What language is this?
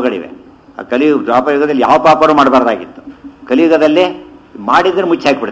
Kannada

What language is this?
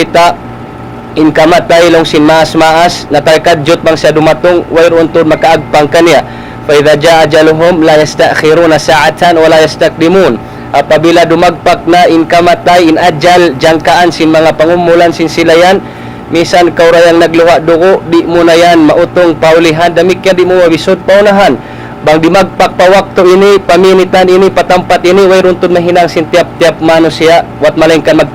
Tausug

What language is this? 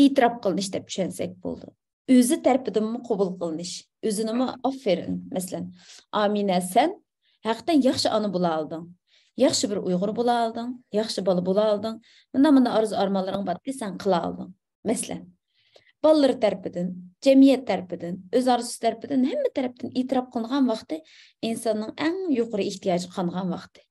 Uyghur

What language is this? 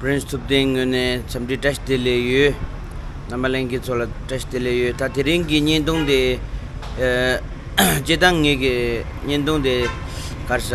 Tibetan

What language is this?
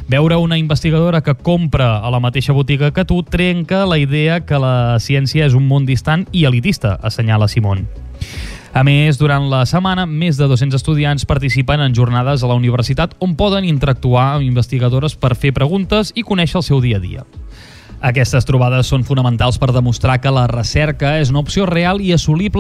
Catalan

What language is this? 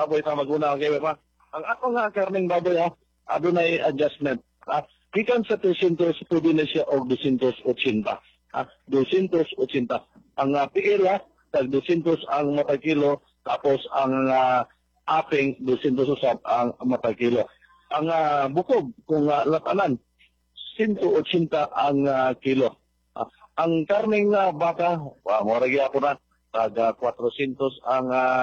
Cebuano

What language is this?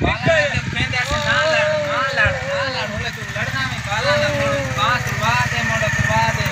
Saraiki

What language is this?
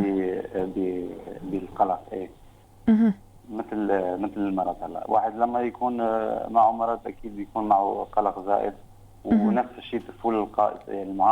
North Levantine Arabic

